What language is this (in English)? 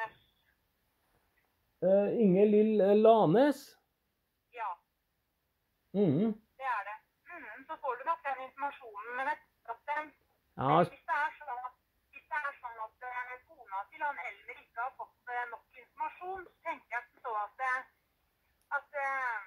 Norwegian